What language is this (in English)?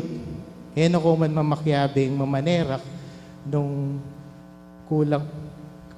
Pampanga